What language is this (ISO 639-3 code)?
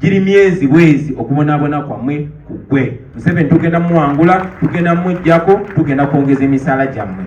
lug